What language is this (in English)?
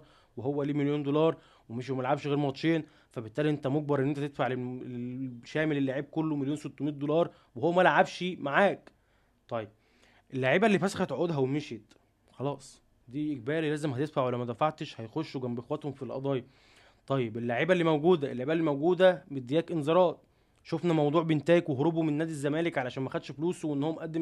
Egyptian Arabic